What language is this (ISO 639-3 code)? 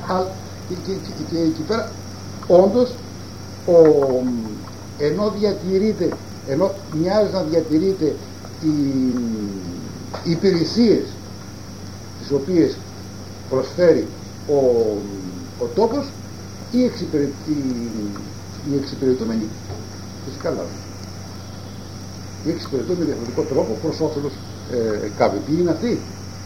ell